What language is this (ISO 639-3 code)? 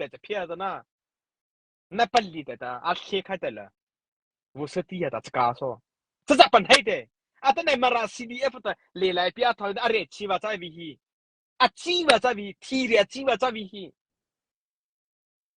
mrh